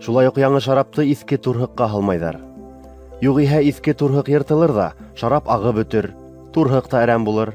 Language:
Bashkir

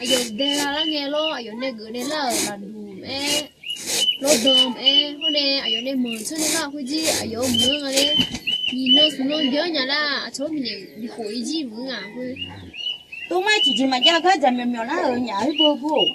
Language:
Akha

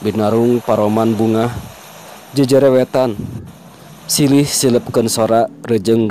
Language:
Sundanese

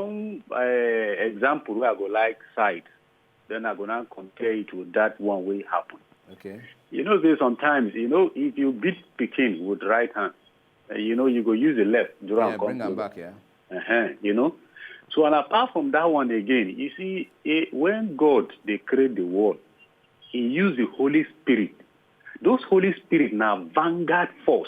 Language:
Nigerian Pidgin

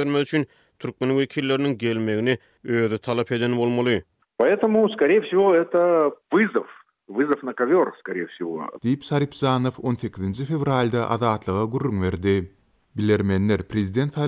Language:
Turkmen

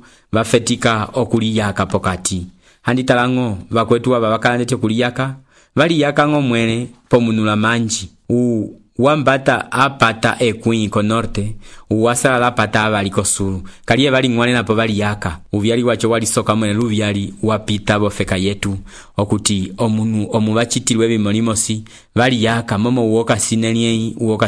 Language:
Umbundu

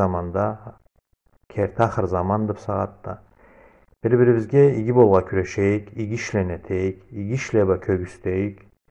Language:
Karachay-Balkar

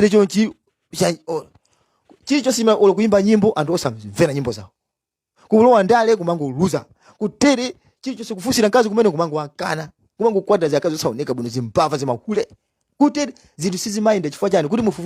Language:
Nyanja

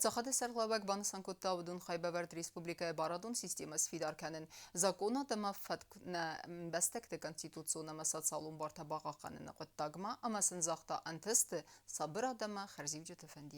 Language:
Ossetic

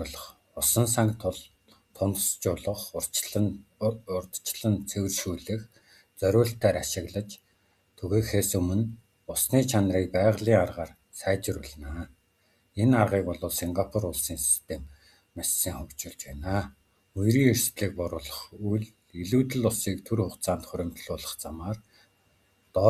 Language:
Mongolian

